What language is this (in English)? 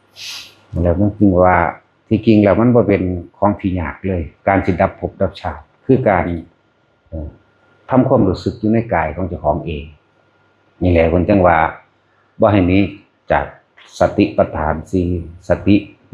Northeastern Thai